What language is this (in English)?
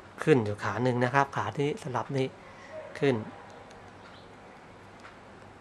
Thai